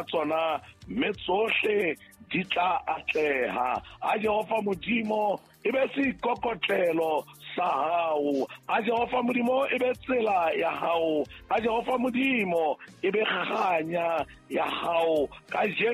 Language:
Southern Sotho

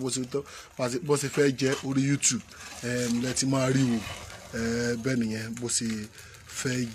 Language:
Yoruba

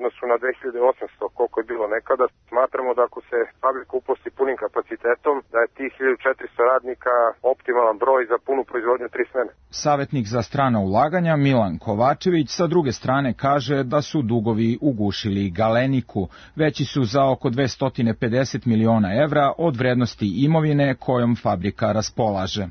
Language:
Serbian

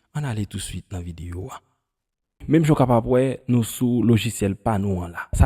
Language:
Haitian Creole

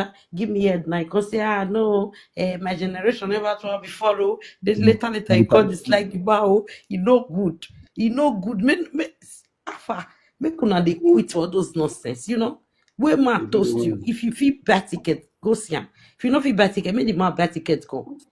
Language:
Nigerian Pidgin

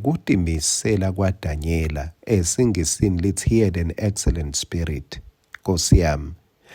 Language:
Swati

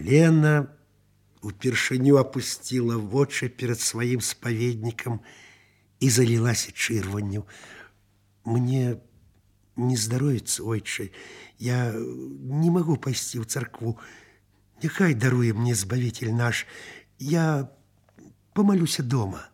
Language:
Belarusian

